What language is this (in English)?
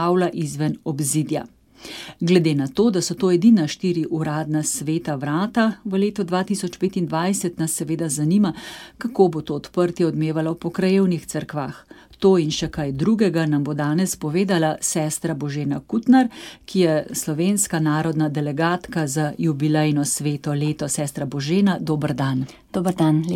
Slovenian